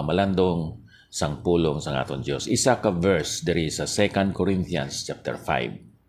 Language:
Hiligaynon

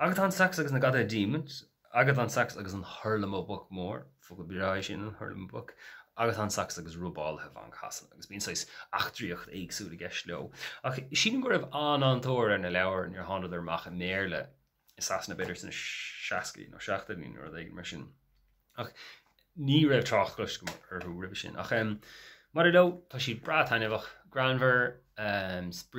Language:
Irish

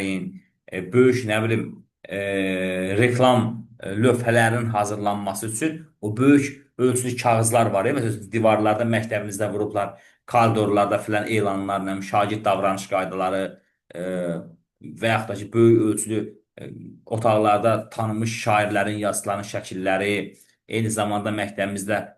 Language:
Azerbaijani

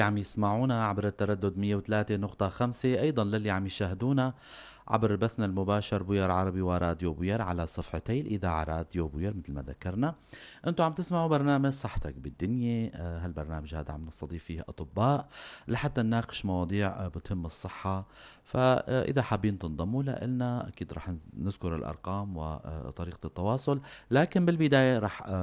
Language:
North Levantine Arabic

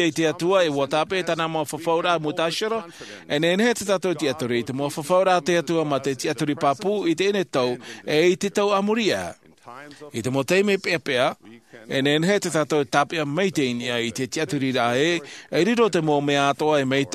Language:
Tahitian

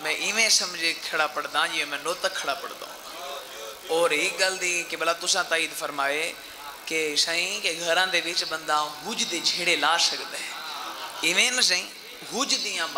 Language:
Saraiki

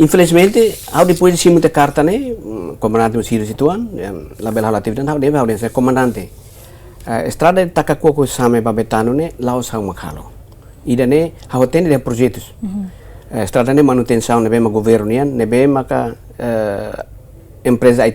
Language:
Tetum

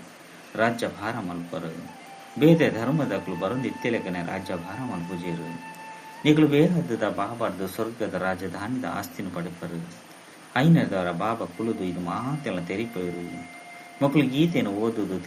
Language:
Tulu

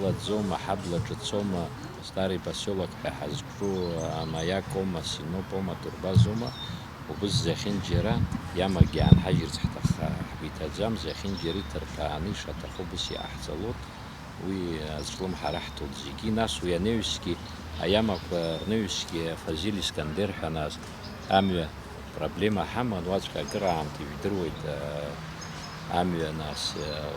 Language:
Abkhazian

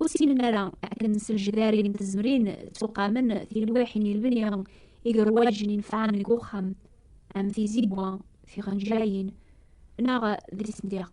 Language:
Kabyle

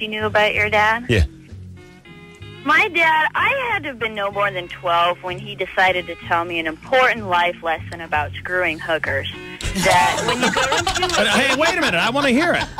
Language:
English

